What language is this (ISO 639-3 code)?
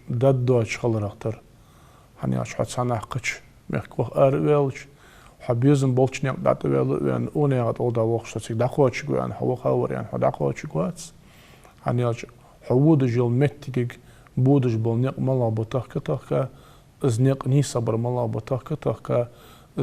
inh